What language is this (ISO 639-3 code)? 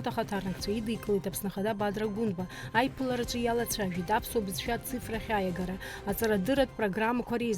abk